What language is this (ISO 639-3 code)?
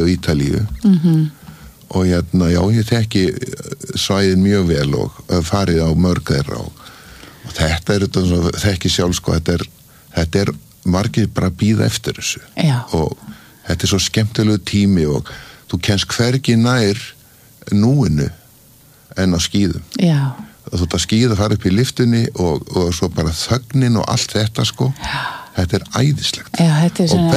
isl